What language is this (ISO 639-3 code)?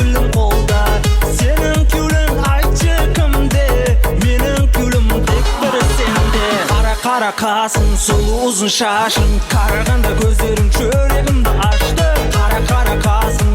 kaa